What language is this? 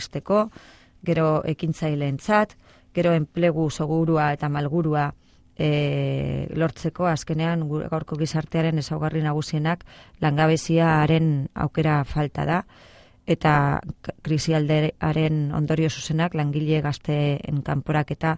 Basque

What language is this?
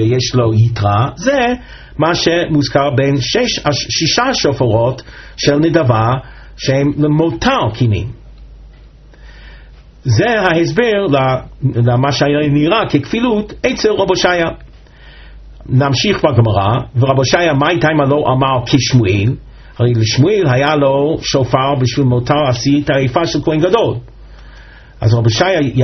Hebrew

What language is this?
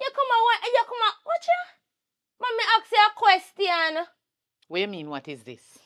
Jamaican Creole English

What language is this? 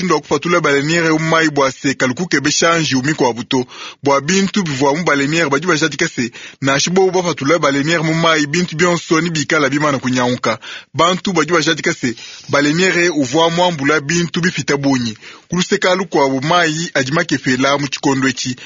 Luba-Lulua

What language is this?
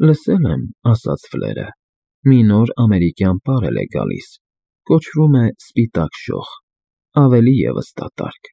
Armenian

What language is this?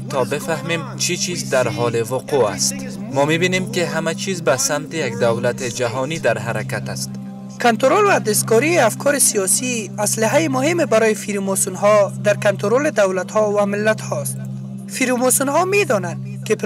Persian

